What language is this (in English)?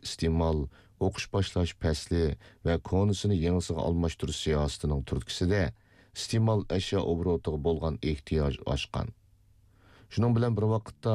Uyghur